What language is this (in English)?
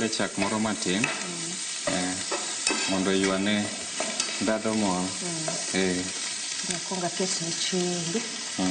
Luo (Kenya and Tanzania)